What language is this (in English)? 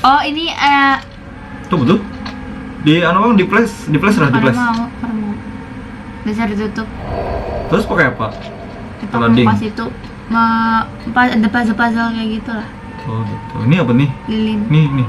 Banjar